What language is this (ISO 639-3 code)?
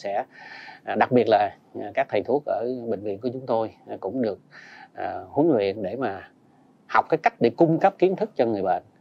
vie